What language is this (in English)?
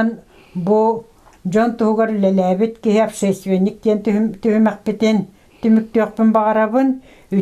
Yakut